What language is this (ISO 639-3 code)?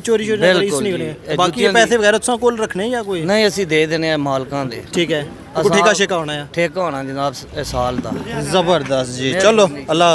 phr